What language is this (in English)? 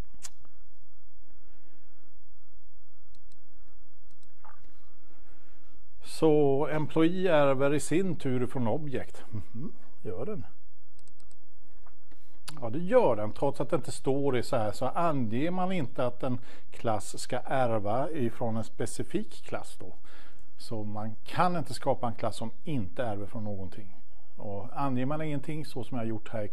Swedish